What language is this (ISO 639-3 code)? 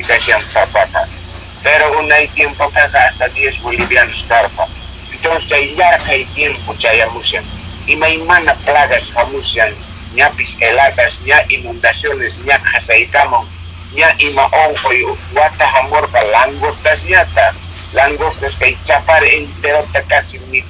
que